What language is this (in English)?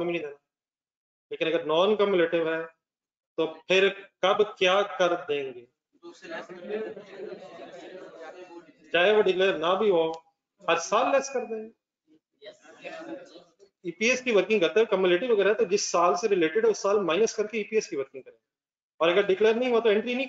Hindi